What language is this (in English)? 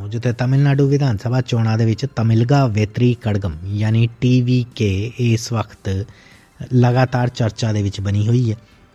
Punjabi